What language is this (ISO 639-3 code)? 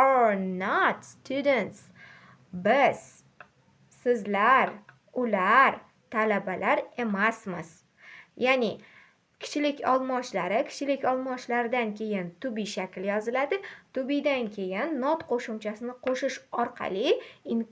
uzb